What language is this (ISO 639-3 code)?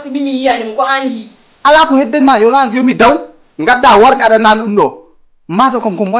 ful